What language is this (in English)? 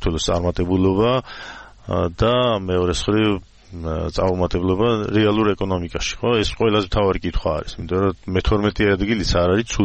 Georgian